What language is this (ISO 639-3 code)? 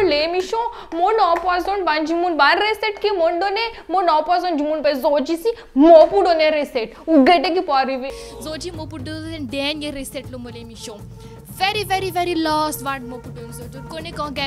mfe